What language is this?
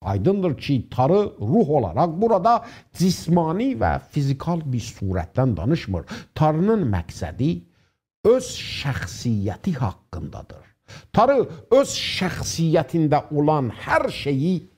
South Azerbaijani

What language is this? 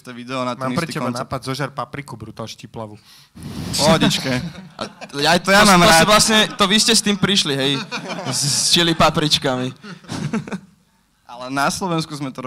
Slovak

